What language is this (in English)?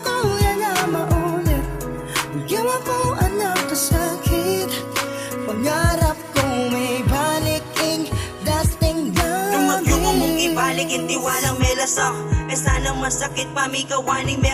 Pampanga